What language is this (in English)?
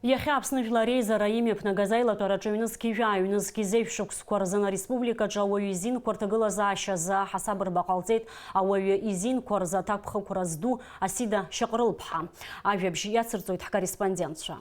Abkhazian